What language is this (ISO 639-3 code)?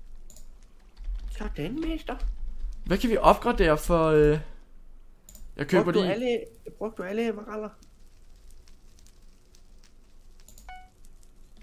dan